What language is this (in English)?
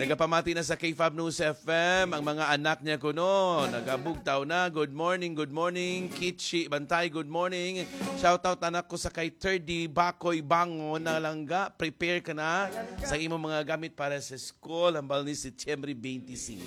Hiligaynon